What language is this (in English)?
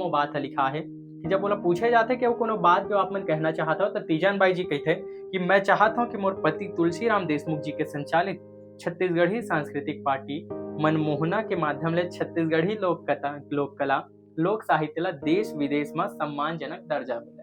Chhattisgarhi